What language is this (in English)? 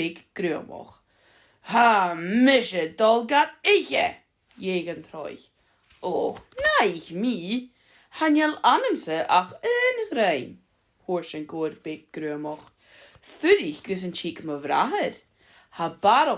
Scottish Gaelic